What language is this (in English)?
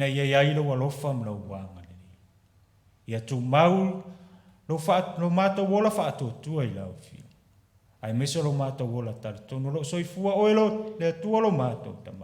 Samoan